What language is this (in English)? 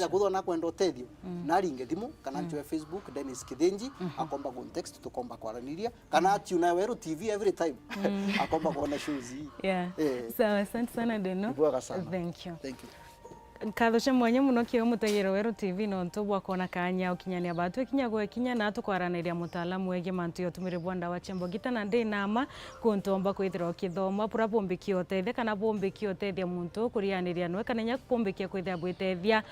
Meru